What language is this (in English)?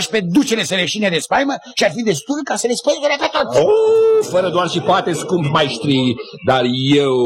Romanian